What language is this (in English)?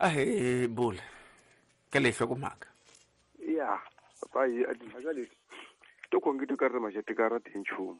Tsonga